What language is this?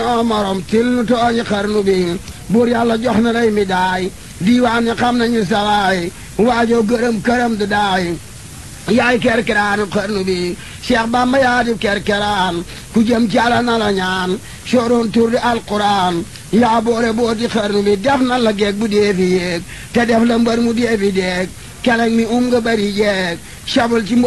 Wolof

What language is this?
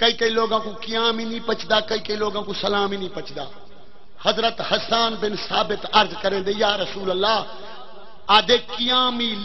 Saraiki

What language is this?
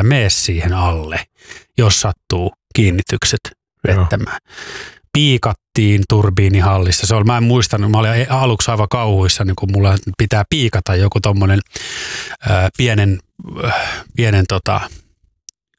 Finnish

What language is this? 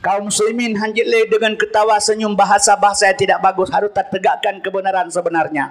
Achinese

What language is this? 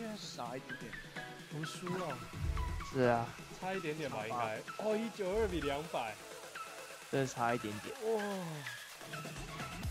Chinese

